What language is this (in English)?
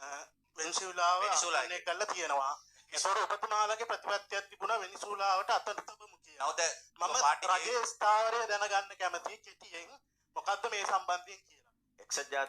Sinhala